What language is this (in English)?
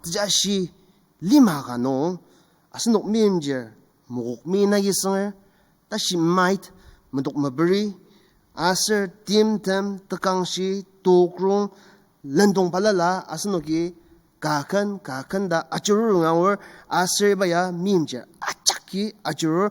Ao Naga